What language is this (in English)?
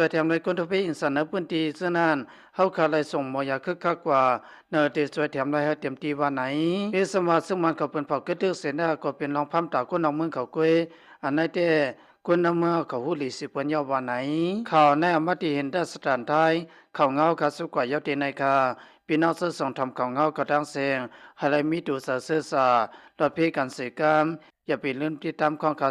Lao